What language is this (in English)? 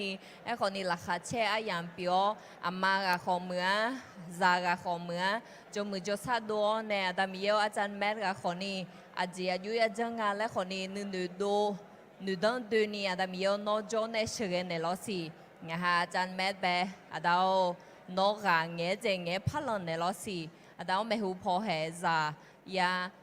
Akha